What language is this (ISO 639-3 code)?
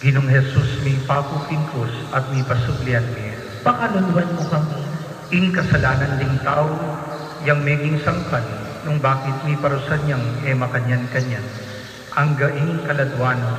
pam